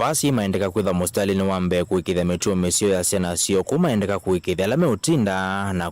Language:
Kamba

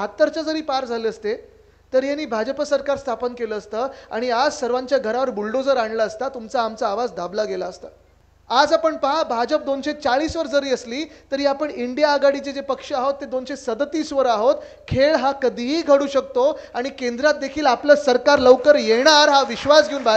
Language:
Marathi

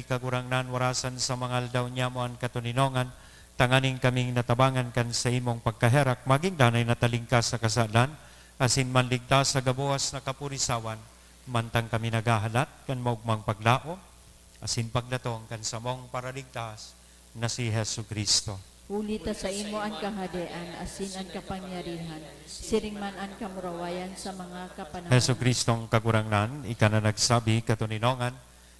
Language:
Bikol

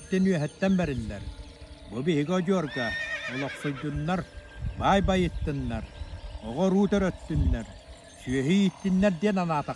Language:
Yakut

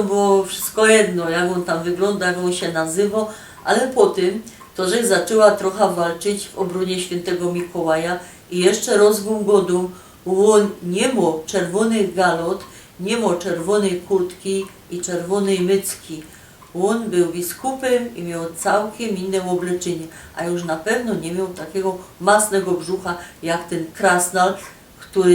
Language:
Silesian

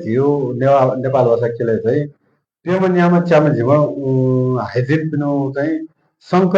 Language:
Newari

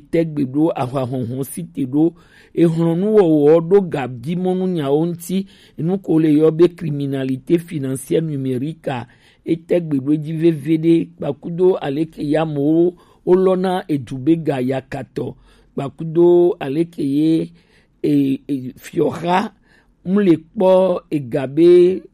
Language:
Gen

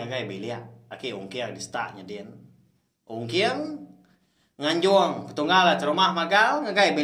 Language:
Iban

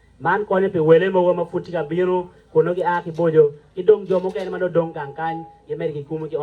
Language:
Acoli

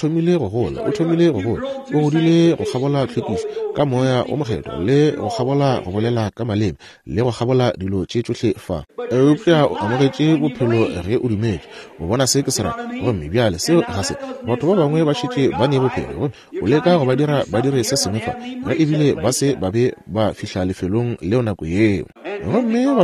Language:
Northern Sotho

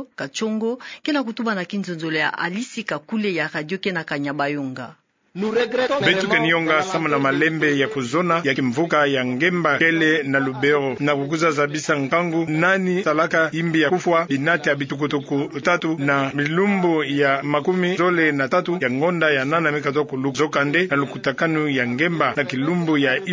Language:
Kituba (Democratic Republic of Congo)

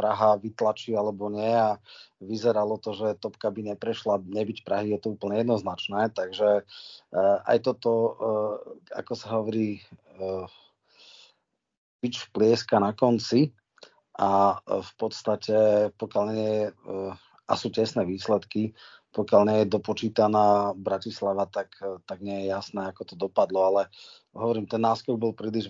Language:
Slovak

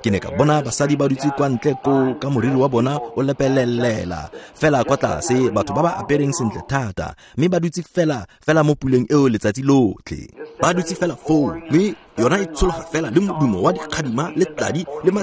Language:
Tswana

